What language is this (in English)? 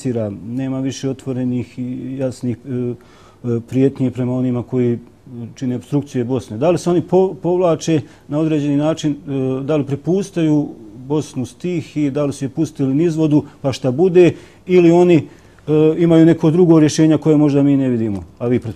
Bosnian